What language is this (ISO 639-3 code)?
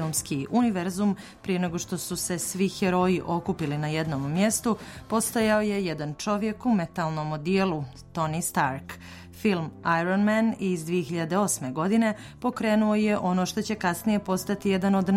srp